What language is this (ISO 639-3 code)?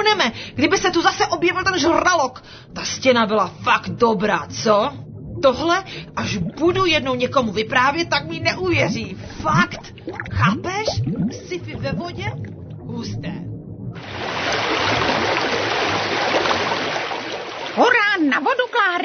ces